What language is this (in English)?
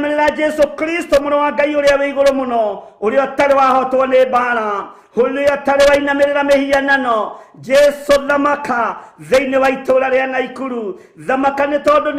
Kikuyu